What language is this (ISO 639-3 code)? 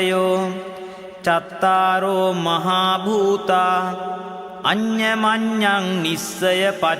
pli